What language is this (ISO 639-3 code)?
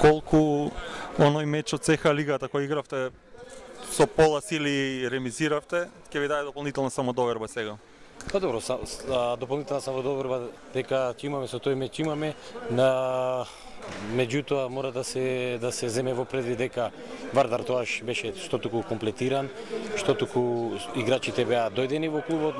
mkd